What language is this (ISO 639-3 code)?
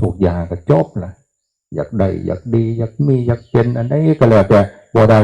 tts